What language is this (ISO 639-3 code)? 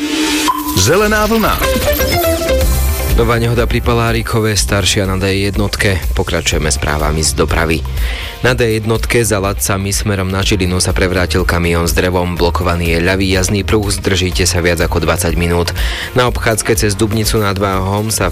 slk